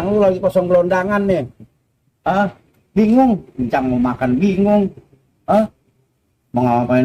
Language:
Betawi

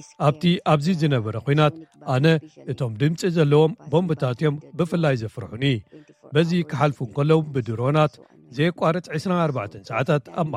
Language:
Tigrinya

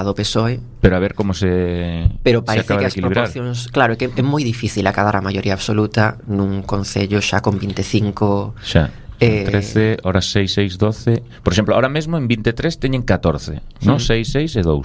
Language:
Galician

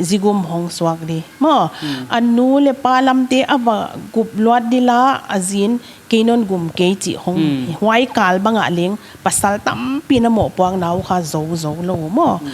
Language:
Paite Chin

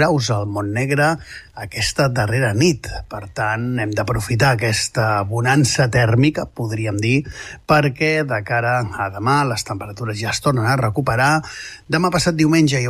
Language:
Catalan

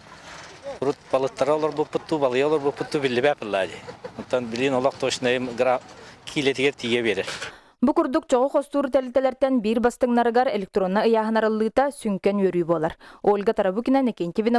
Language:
Yakut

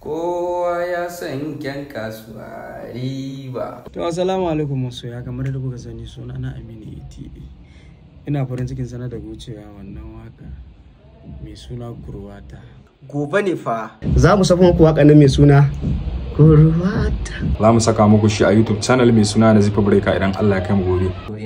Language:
Hausa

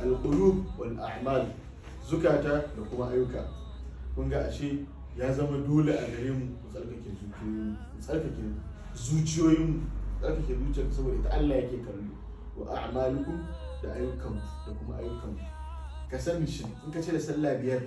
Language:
Hausa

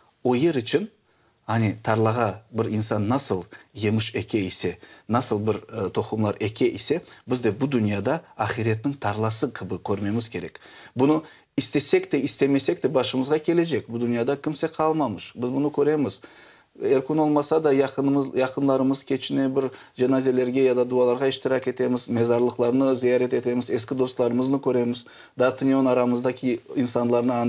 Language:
Crimean Tatar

